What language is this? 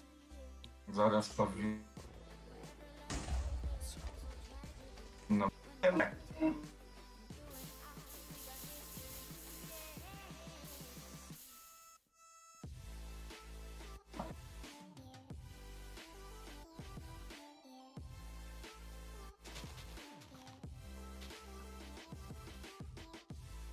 Polish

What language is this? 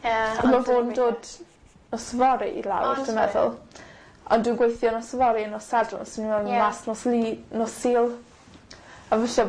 Welsh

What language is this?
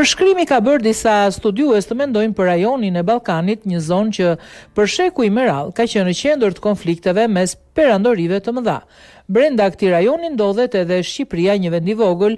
Albanian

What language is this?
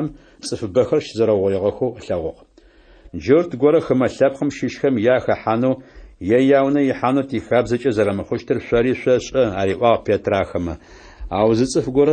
Adyghe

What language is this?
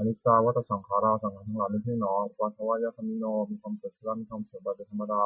Pali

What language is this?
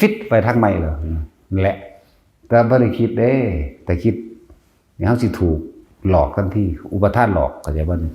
Northeastern Thai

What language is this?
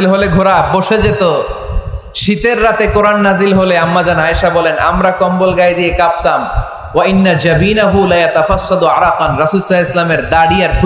Bangla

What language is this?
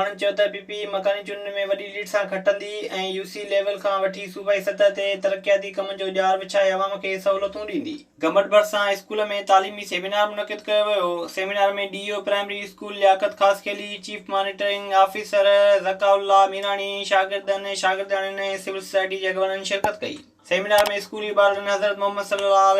Sindhi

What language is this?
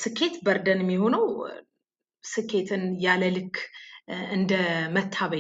Amharic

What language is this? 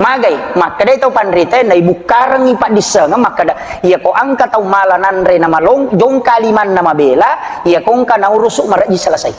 Buginese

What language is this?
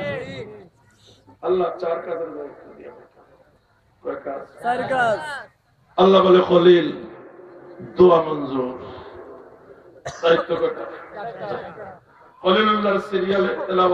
Bangla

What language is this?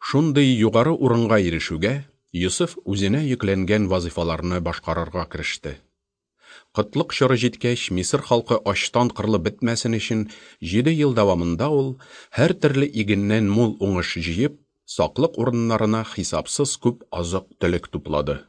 Tatar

